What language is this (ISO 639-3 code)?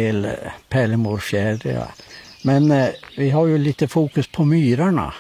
swe